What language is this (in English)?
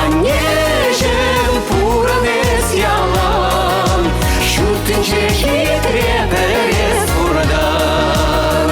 Chuvash